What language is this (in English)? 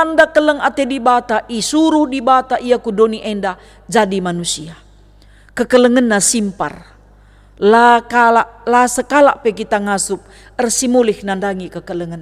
Batak Karo